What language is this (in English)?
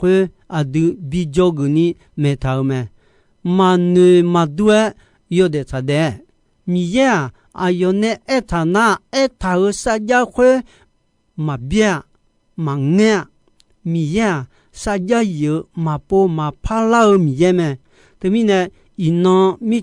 Akha